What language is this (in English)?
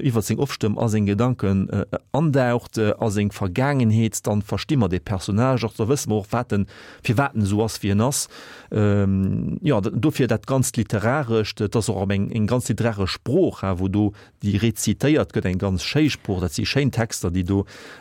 Luxembourgish